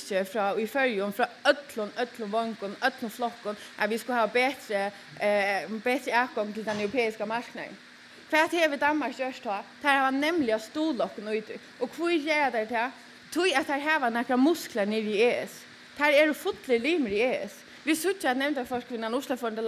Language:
Faroese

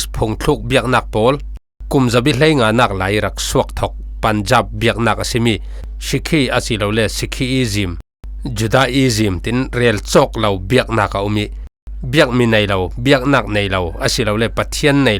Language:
Falam Chin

